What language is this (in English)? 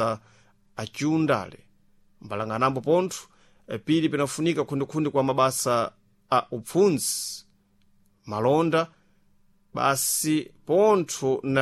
Sena